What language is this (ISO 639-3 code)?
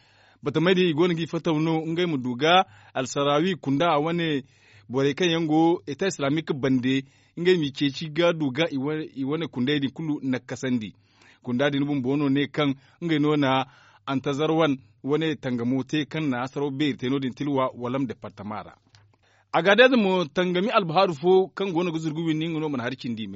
dje